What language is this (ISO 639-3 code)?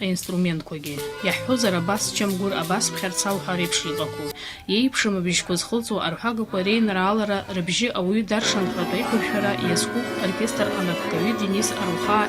abk